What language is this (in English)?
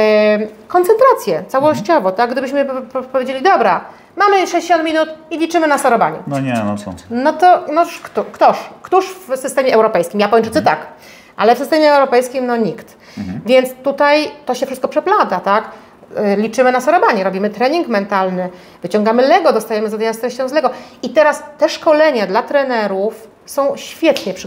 Polish